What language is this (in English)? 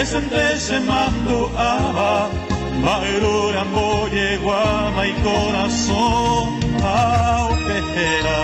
Guarani